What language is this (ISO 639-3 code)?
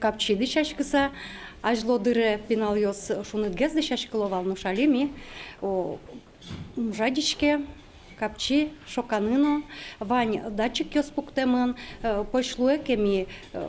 udm